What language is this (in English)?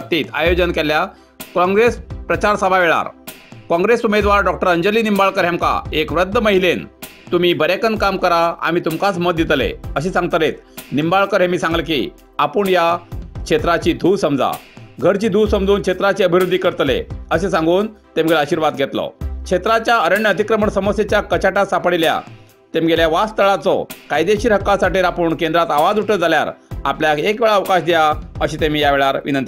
Konkani